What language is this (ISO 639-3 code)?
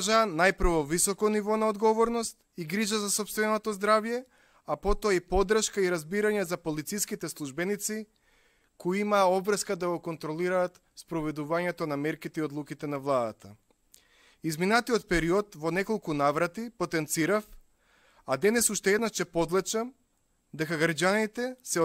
mkd